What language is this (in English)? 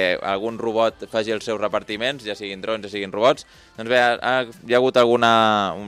Catalan